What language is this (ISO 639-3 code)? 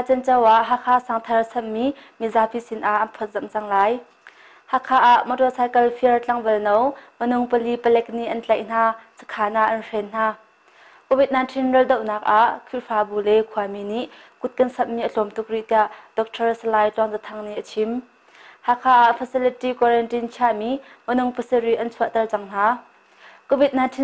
cnh